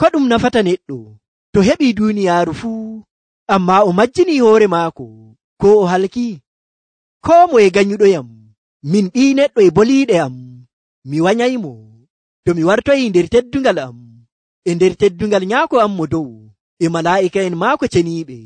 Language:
Nigerian Fulfulde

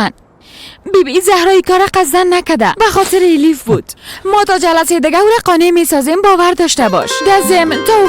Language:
Persian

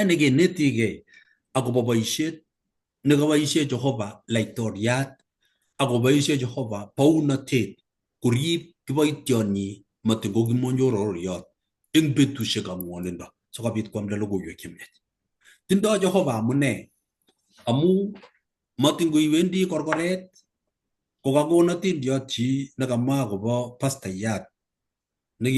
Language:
Kalenjin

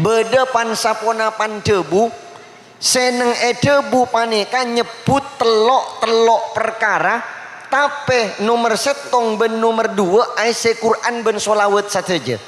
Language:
Madurese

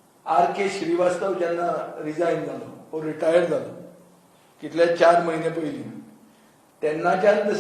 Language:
Konkani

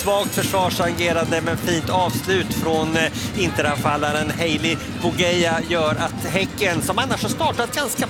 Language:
Swedish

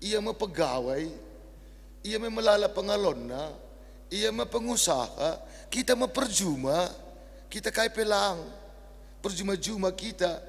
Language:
Batak Karo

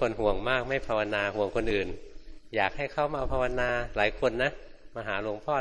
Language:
Thai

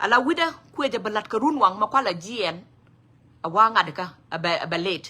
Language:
Nuer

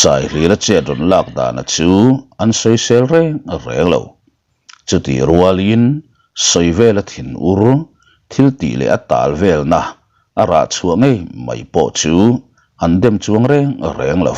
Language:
Mizo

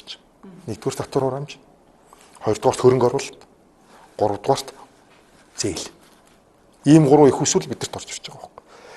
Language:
Mongolian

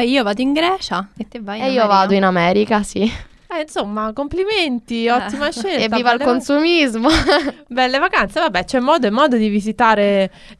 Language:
Italian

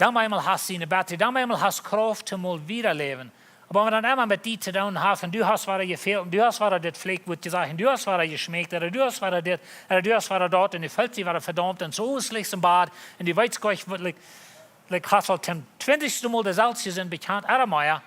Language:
Plautdietsch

